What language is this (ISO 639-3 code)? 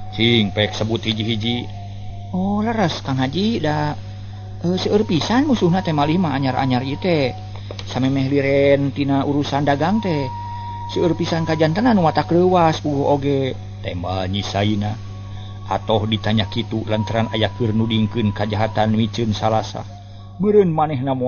sun